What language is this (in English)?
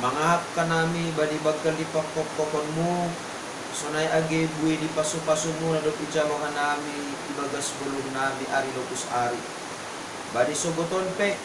Batak Simalungun